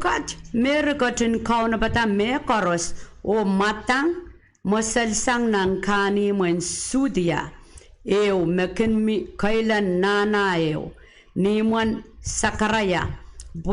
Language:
Pohnpeian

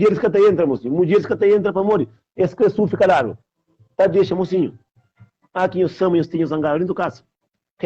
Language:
Kabuverdianu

